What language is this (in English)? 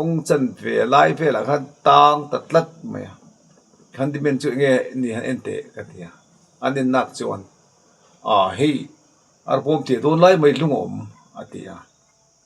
Mizo